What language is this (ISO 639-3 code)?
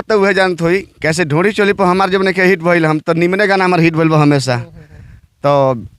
bho